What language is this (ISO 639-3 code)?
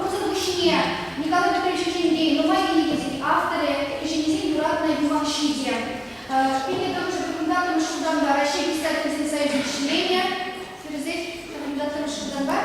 chv